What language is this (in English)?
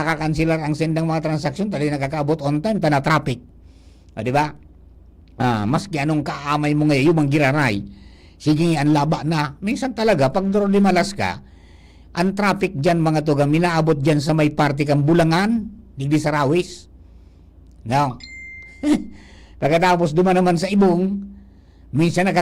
Bikol